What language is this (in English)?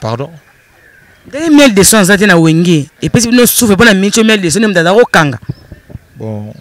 Lingala